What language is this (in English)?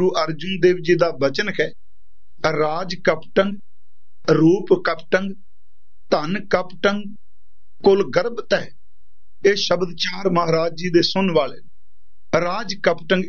Punjabi